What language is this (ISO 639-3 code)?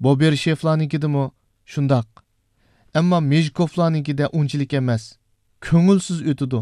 uig